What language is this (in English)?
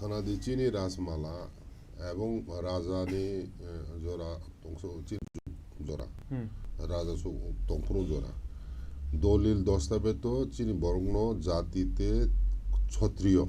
Kok Borok